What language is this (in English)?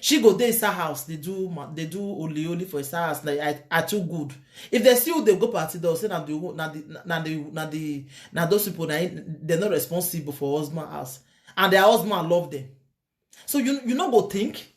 Nigerian Pidgin